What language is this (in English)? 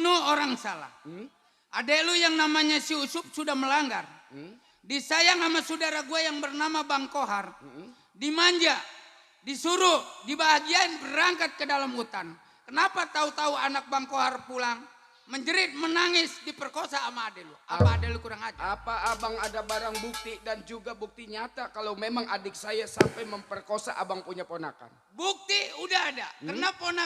Betawi